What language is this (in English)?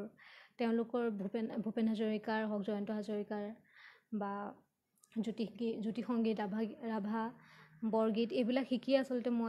Assamese